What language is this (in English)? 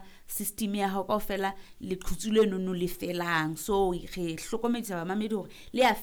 Southern Sotho